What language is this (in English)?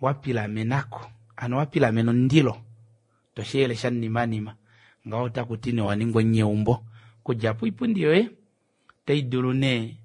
Kuanyama